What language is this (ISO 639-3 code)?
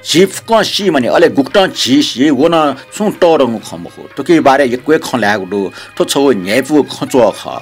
new